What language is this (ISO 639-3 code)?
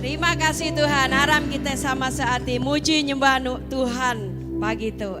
iba